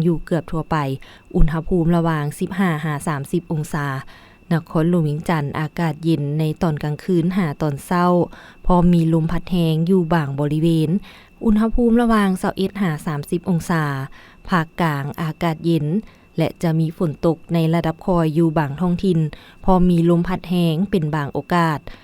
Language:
Lao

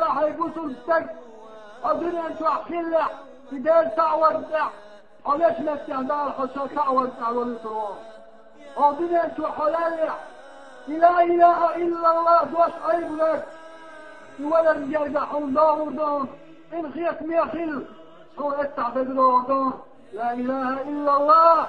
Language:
Chechen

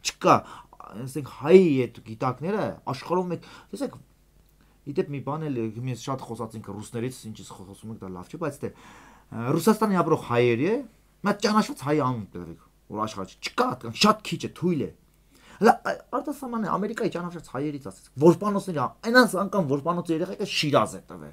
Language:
Armenian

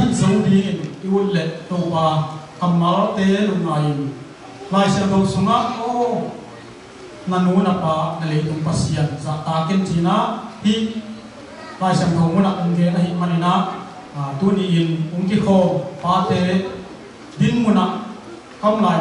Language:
Tedim Chin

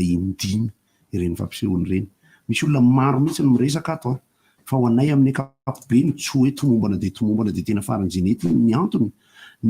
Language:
Malagasy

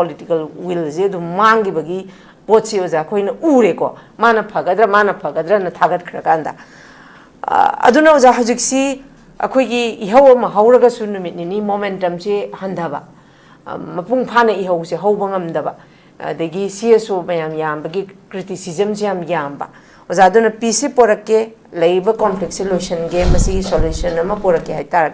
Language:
Manipuri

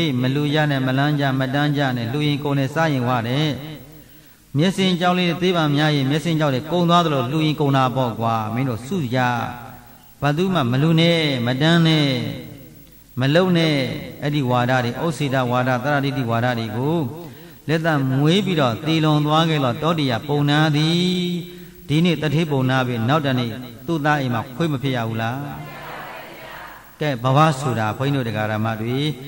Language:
Burmese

